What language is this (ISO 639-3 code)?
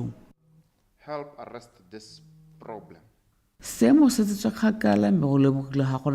tsn